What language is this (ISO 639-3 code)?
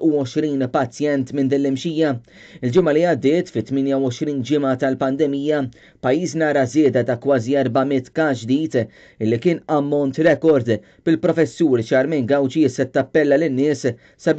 mlt